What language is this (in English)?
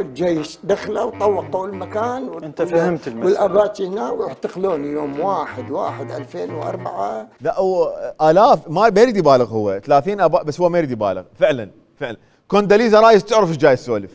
Mesopotamian Arabic